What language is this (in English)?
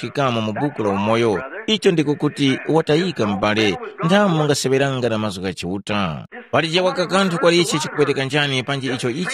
Tumbuka